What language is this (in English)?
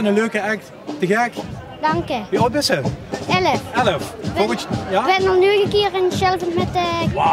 Limburgish